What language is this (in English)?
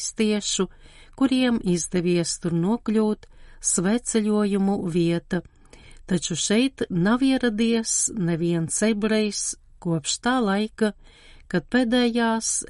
Latvian